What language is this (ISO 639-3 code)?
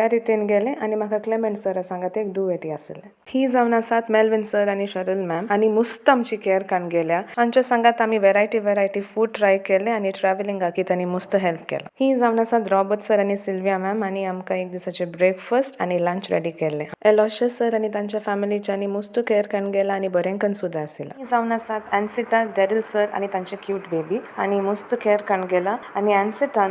kok